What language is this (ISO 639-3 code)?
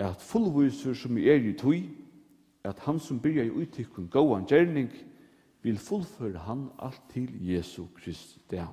fao